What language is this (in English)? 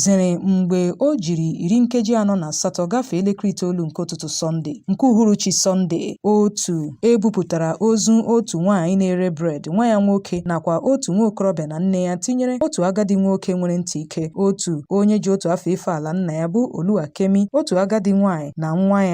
Igbo